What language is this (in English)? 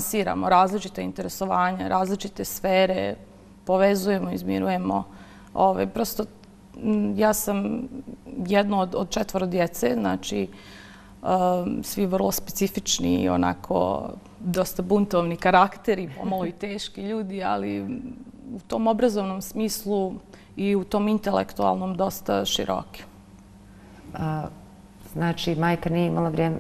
Bosnian